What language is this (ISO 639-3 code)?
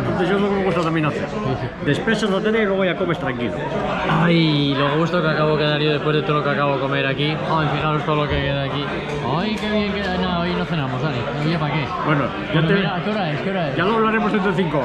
spa